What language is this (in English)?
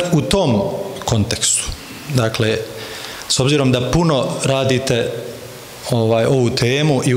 Bosnian